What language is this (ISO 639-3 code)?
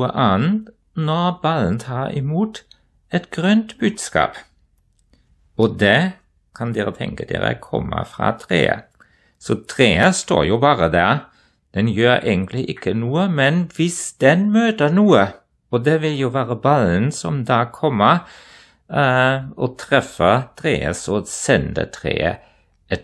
nor